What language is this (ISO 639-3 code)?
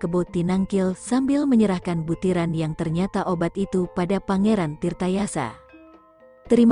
ind